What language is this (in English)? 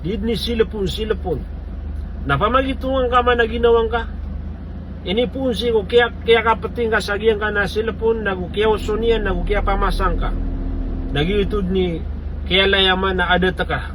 Maranao